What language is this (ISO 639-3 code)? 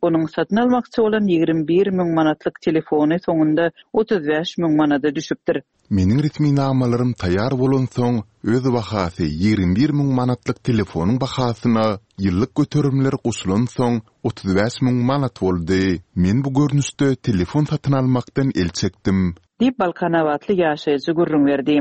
tuk